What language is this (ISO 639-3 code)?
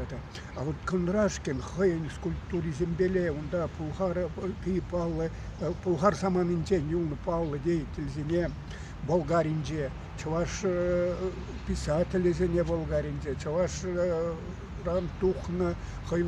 chv